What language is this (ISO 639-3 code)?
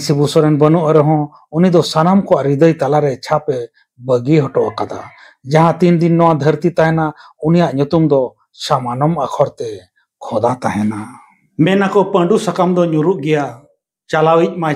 sat